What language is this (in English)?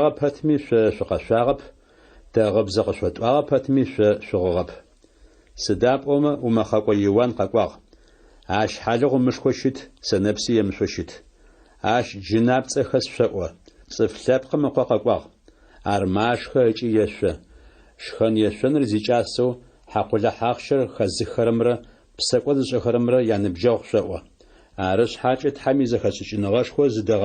Adyghe